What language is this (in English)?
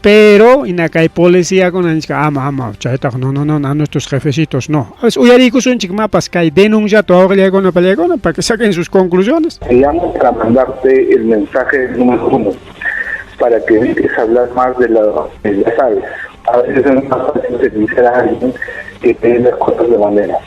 Ayacucho Quechua